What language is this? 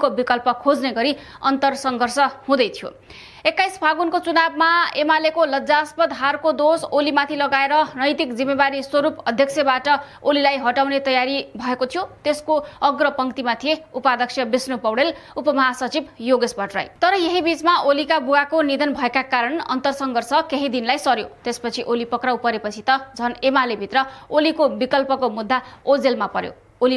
Nepali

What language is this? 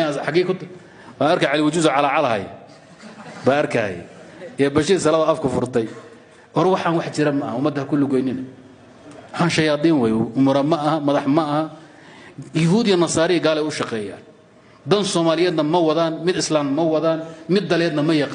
Somali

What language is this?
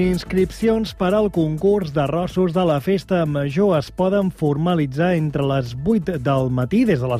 Catalan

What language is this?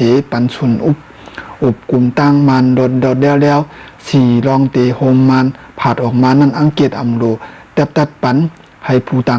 Shan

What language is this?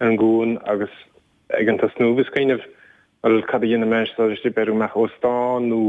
Irish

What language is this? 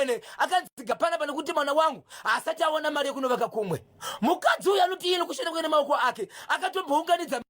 Shona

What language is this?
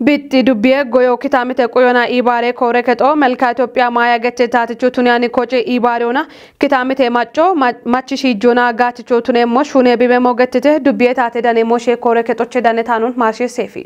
Kafa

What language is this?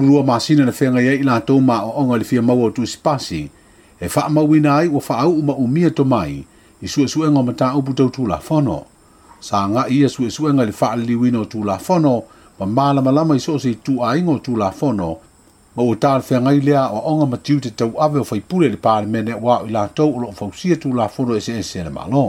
Samoan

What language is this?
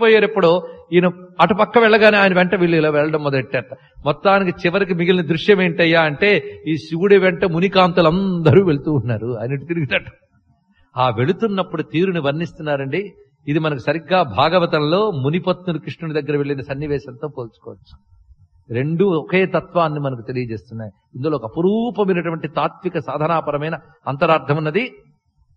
Telugu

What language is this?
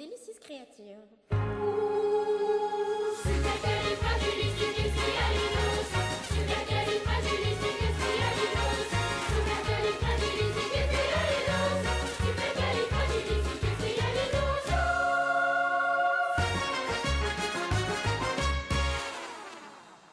Spanish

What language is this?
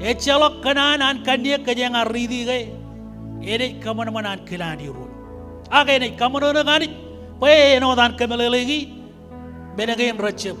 Marshallese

